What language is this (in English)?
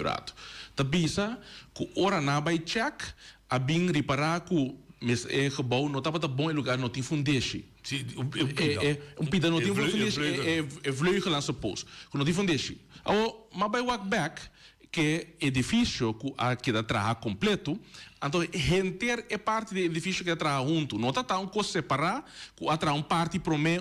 Papiamento